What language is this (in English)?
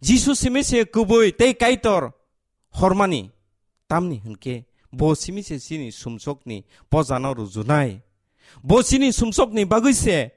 Kok Borok